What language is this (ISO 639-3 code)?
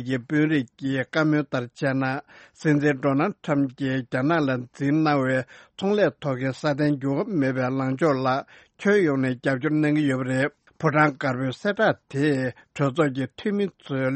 bod